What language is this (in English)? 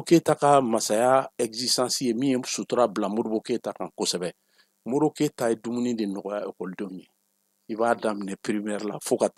Bambara